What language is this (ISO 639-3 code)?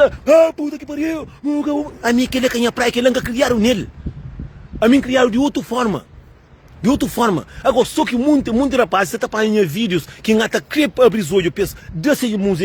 kea